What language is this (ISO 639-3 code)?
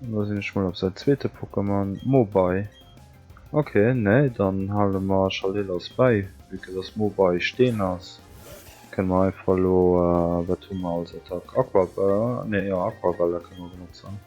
ltz